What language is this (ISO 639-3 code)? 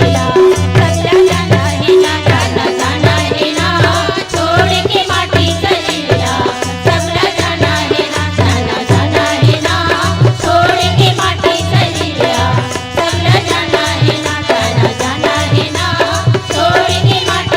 hne